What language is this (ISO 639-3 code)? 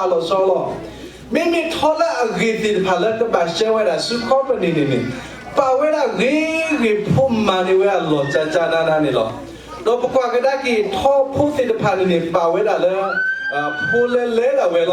ksw